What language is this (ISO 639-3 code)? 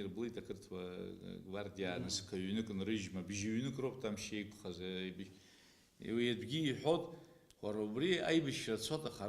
abk